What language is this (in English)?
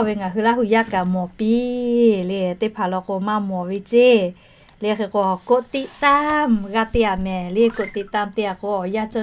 Lahu